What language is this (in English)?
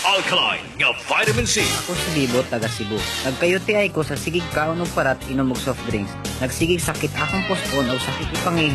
Cebuano